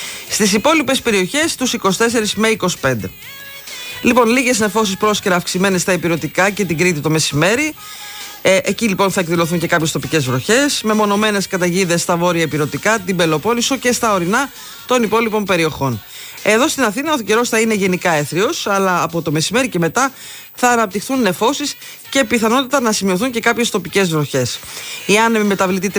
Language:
Greek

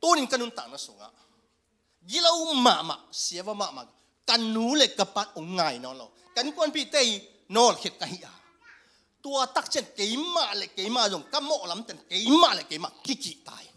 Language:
Tedim Chin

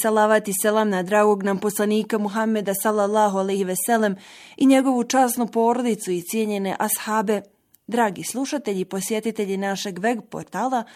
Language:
Bosnian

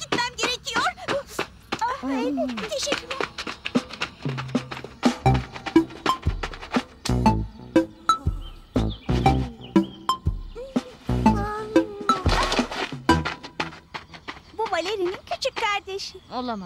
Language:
Turkish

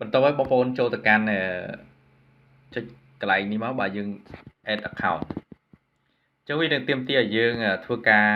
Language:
Khmer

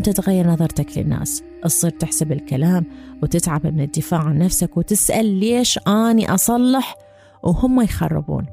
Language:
Mesopotamian Arabic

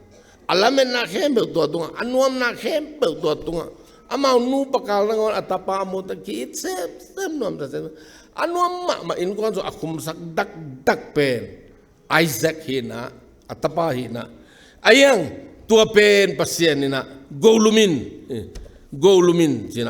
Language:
Tedim Chin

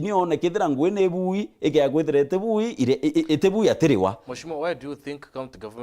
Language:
Meru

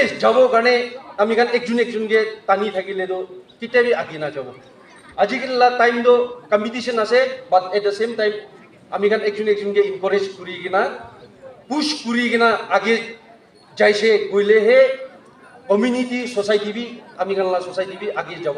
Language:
Naga Pidgin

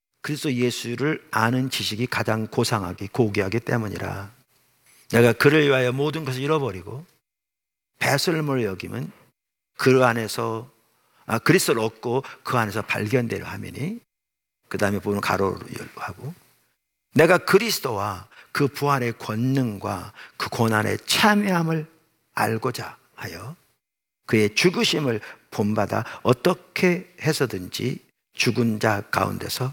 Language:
Korean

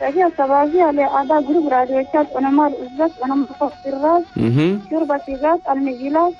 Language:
Chadian Arabic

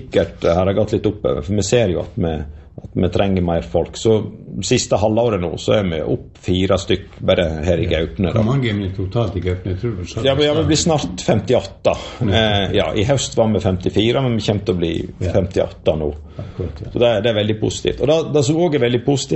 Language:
Norwegian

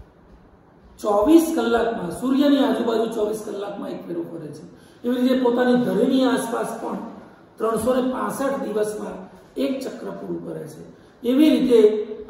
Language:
Gujarati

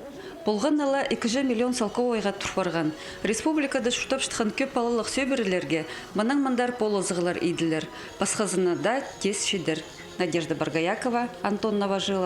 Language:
Khakas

